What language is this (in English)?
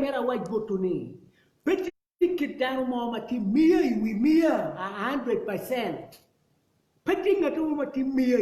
Acoli